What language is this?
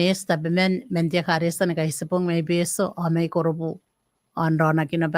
Gilbertese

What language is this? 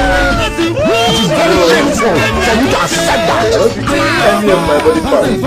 Nigerian Pidgin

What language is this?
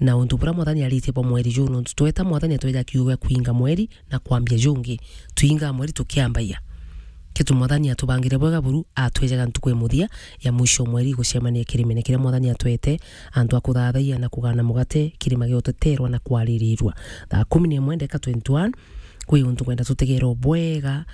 Meru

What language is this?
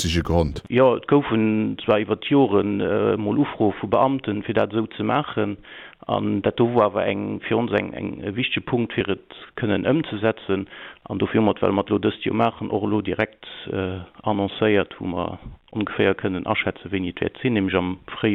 Luxembourgish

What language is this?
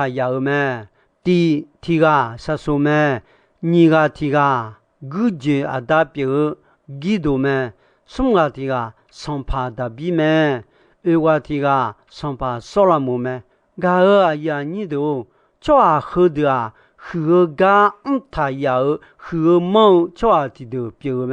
Akha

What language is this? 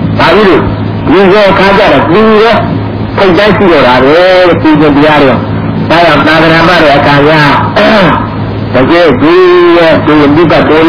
Burmese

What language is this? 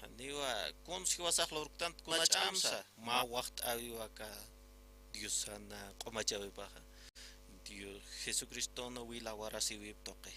Aymara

